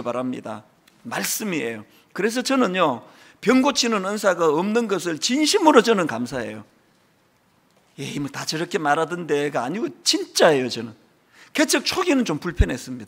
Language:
Korean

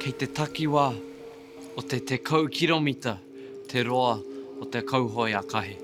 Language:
Māori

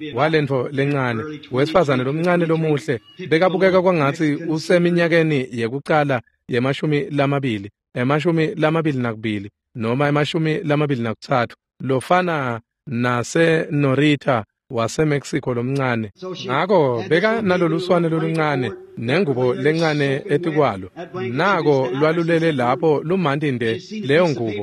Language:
Swati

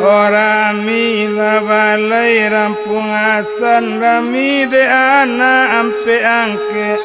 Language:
Minangkabau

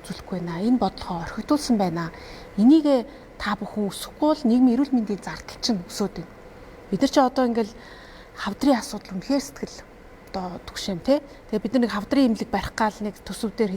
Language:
Mongolian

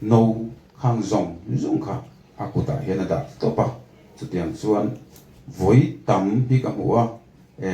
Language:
Mizo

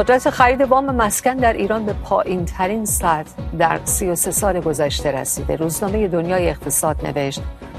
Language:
Persian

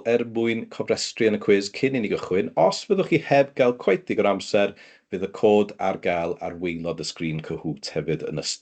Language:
Welsh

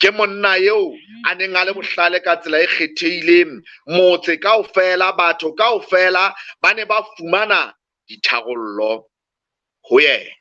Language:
Southern Sotho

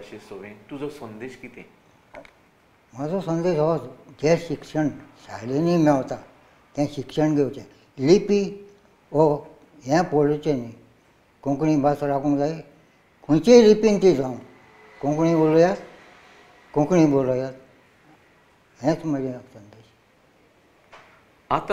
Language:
Konkani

